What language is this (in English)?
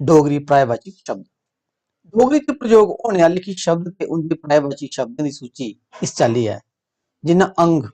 Dogri